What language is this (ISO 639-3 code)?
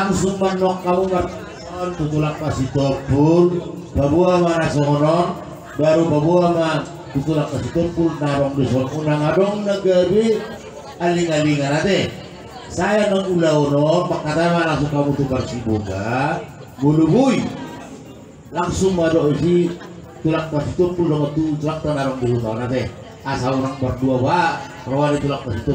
bbc